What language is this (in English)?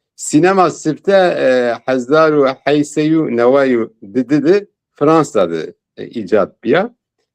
Zaza